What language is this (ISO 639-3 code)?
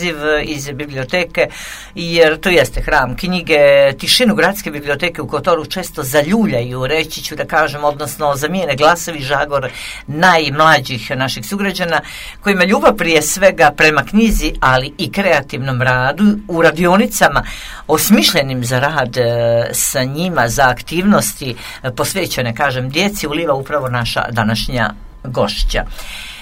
hrv